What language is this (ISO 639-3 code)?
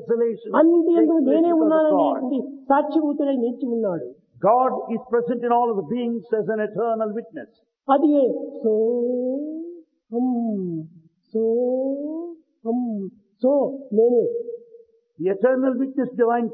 tel